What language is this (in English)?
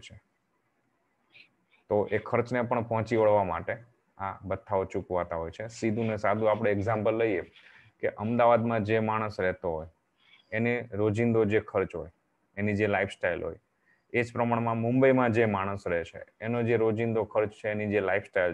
Gujarati